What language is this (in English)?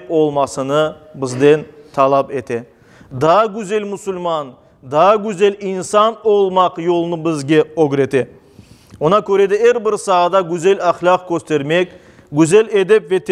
Crimean Tatar